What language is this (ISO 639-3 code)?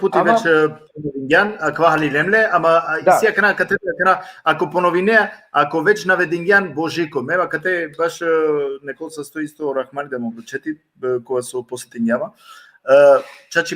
rmn